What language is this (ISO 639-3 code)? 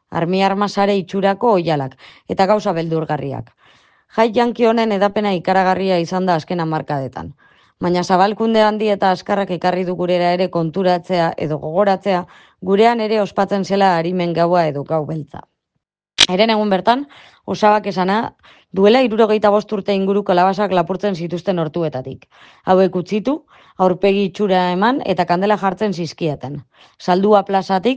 eus